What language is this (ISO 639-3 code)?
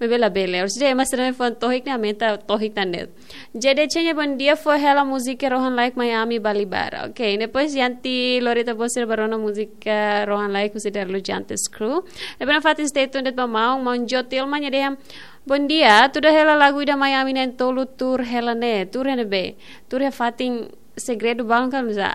tet